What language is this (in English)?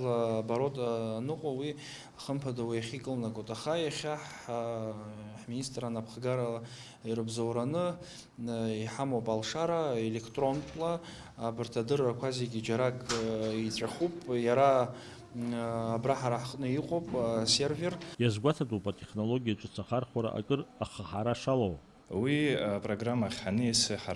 Abkhazian